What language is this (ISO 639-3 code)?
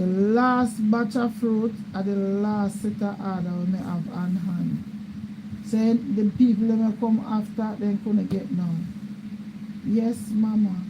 jam